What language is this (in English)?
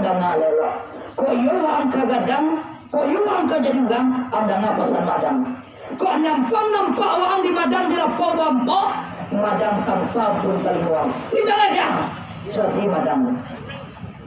Minangkabau